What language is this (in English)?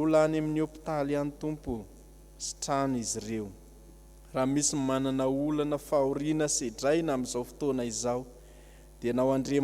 Malagasy